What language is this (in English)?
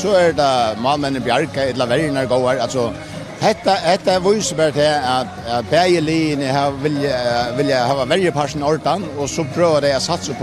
Faroese